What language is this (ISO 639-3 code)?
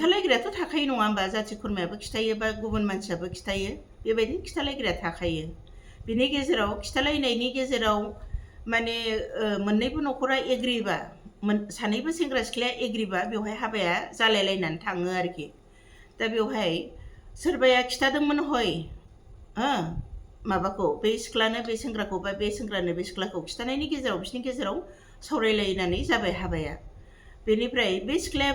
brx